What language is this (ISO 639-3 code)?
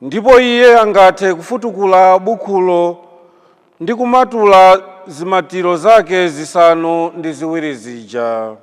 nya